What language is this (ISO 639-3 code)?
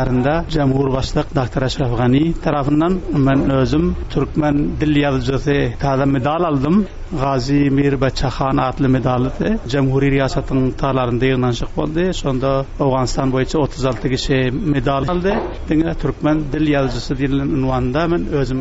tuk